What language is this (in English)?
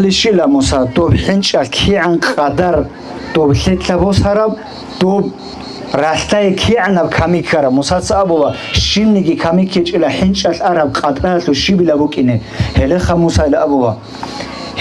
Avaric